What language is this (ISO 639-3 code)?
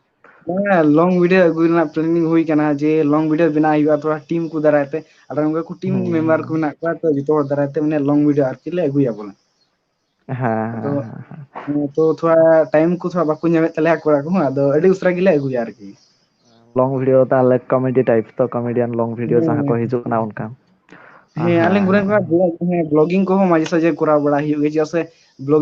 sat